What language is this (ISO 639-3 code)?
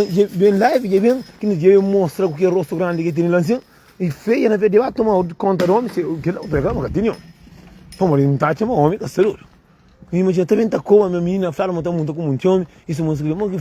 kea